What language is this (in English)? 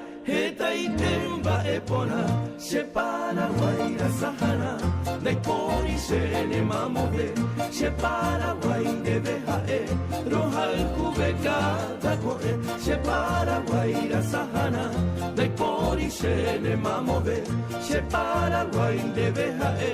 Guarani